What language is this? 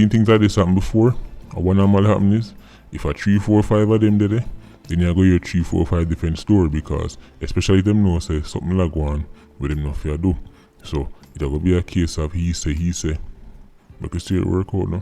Jamaican Creole English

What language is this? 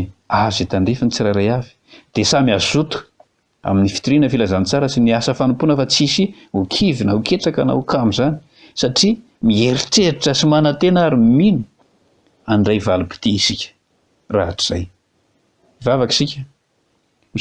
Malagasy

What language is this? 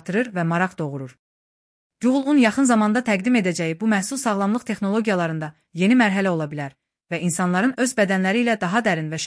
Azerbaijani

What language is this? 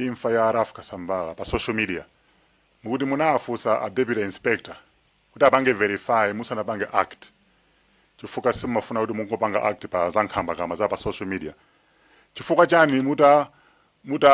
Nyanja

